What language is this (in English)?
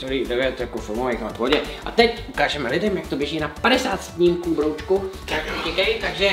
Czech